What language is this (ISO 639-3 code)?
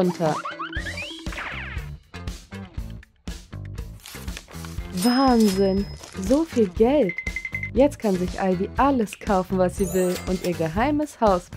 deu